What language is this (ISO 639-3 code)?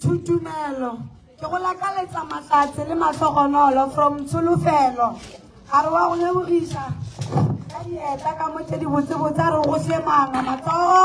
nso